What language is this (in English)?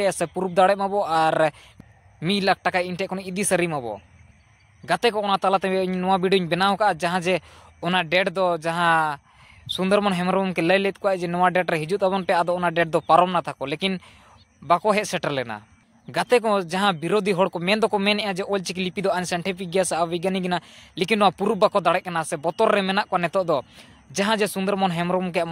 Santali